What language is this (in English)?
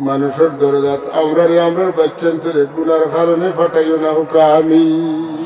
Sylheti